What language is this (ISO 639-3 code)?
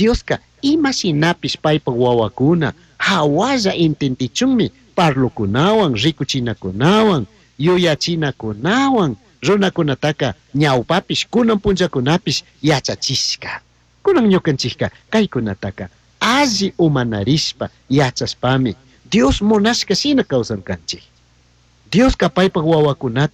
qug